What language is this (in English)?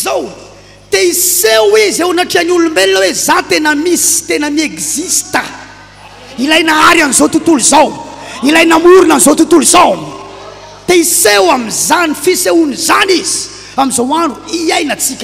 Malagasy